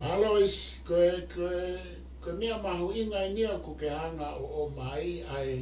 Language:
Tongan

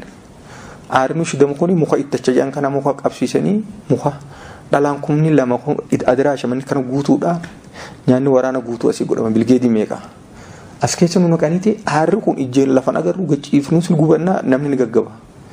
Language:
Oromo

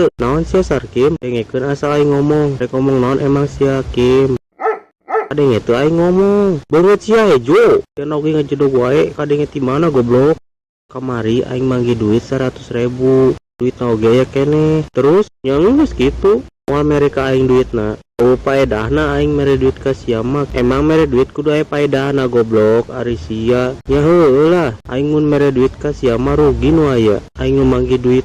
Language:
Sundanese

